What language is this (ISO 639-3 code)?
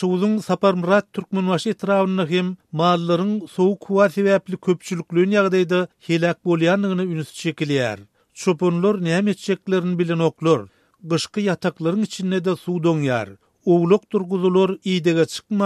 tuk